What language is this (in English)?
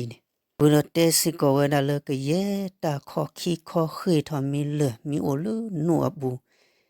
S'gaw Karen